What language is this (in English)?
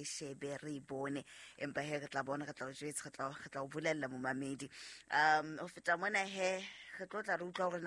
Southern Sotho